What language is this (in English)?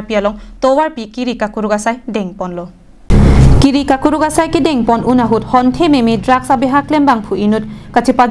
Karbi